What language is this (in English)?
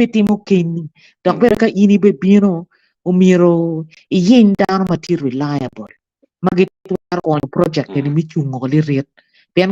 Acoli